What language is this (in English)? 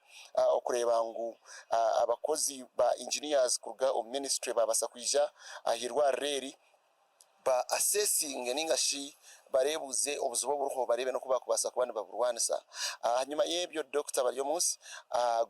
Nyankole